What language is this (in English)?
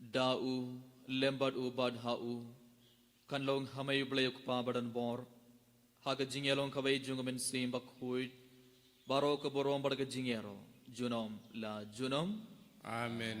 Khasi